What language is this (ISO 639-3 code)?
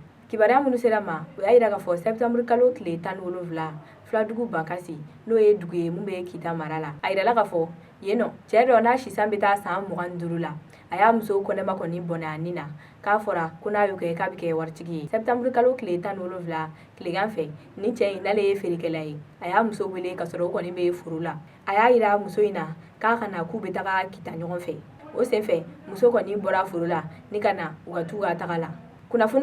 bam